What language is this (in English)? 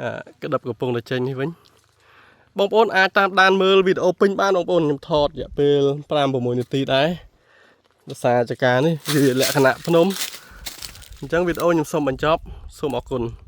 Khmer